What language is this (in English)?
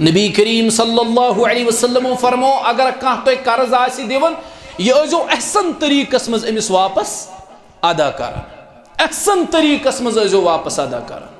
Kashmiri